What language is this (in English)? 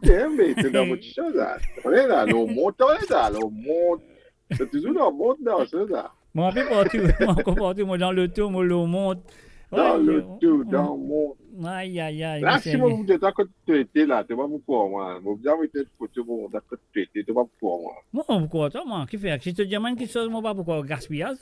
Morisyen